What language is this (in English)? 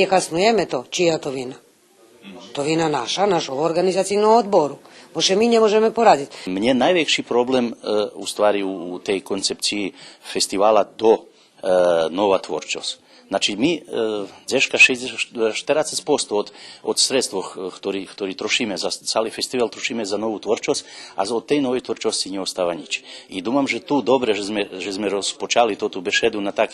Rusyn